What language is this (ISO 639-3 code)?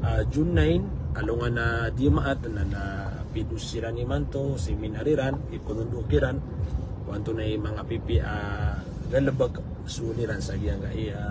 mrw